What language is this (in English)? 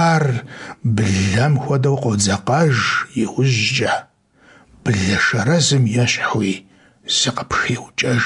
Kabardian